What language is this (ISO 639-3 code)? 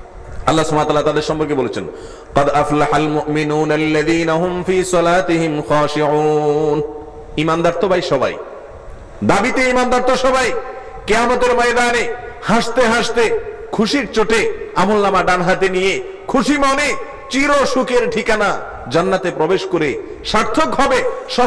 ben